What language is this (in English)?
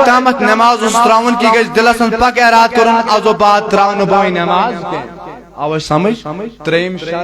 Kashmiri